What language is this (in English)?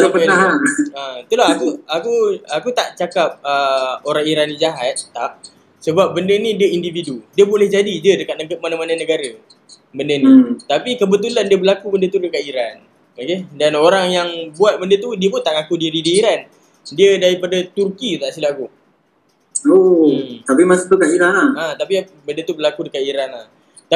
Malay